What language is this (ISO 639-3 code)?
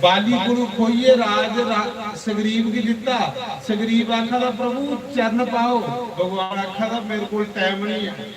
doi